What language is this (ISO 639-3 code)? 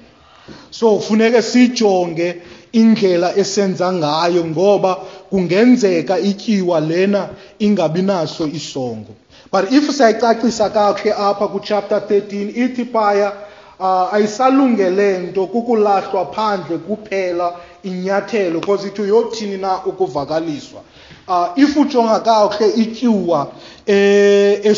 xho